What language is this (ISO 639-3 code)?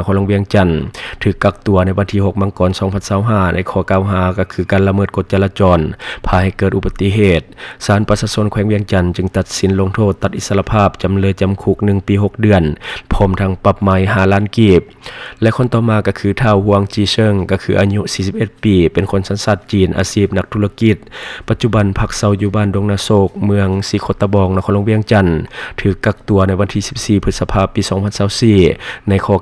lao